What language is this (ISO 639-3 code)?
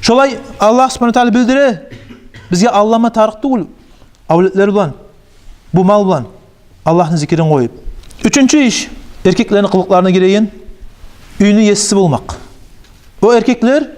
kum